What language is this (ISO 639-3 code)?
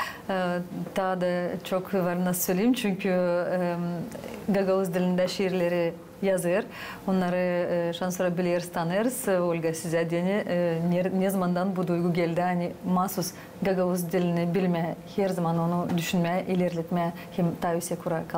gag